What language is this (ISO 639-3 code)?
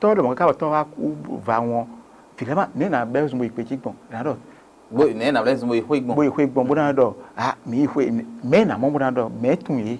fon